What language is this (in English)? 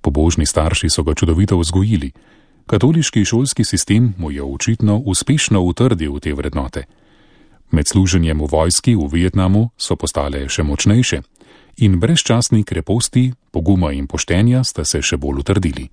Slovenian